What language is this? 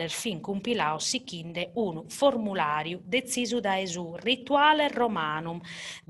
Sardinian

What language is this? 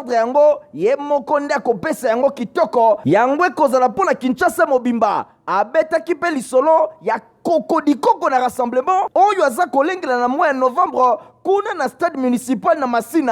Lingala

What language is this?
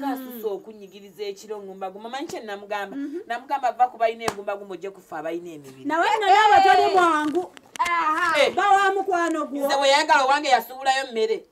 Ganda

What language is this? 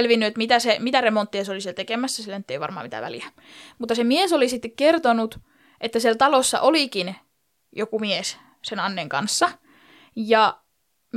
Finnish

